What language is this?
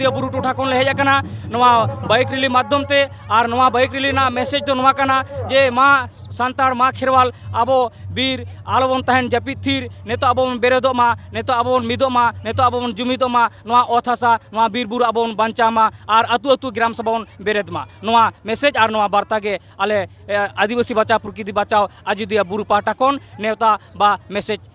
Santali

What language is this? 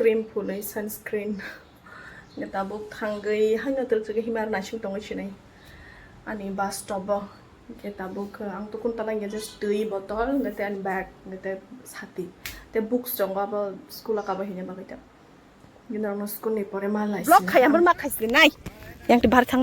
Kok Borok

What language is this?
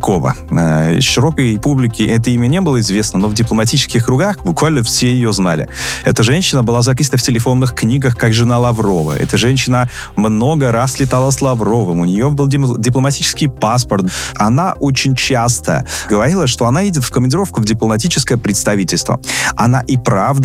Russian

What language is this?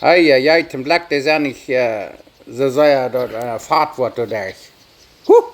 Plautdietsch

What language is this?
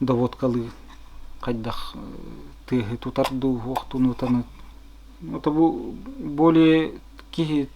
Yakut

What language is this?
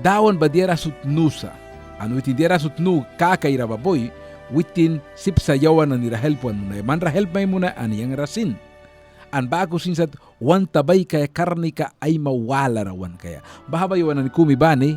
Mískito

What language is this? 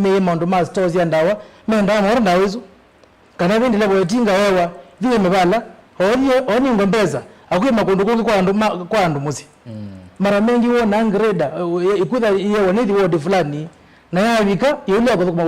Kamba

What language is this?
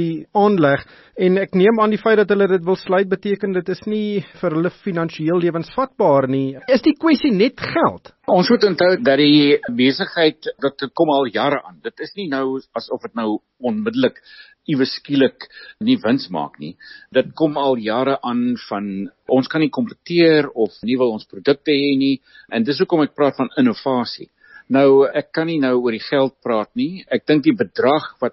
Afrikaans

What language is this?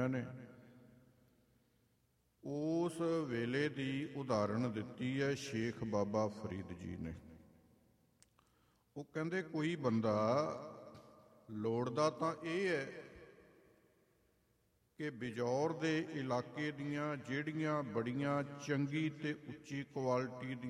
Punjabi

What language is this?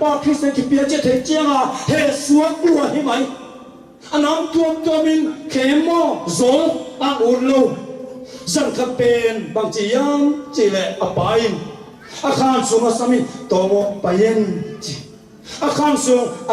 Tedim Chin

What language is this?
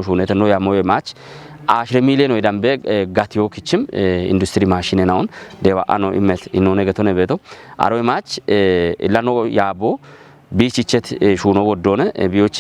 Kafa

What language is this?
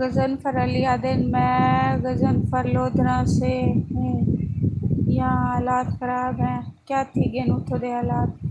Saraiki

